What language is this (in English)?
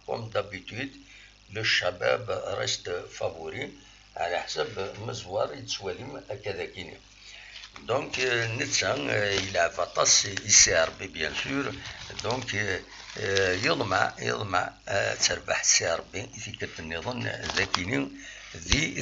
Kabyle